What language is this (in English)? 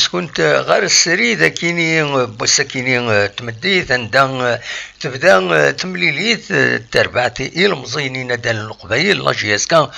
Kabyle